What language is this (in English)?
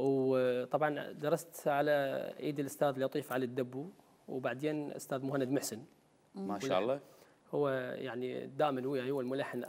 Mesopotamian Arabic